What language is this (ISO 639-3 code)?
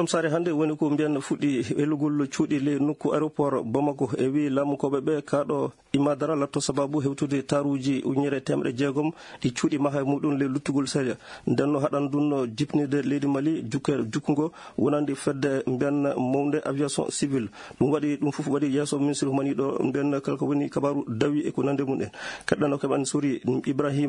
fuv